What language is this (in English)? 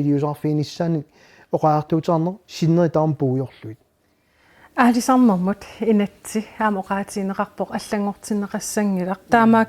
Kalaallisut